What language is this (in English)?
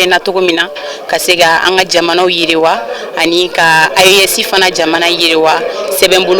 Bambara